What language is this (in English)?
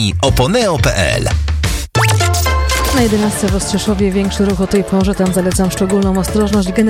Polish